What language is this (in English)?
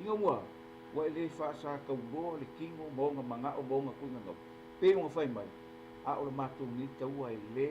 Samoan